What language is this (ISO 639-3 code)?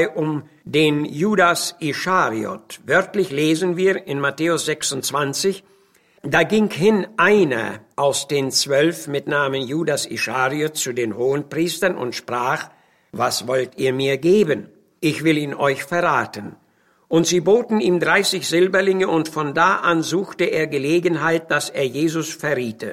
deu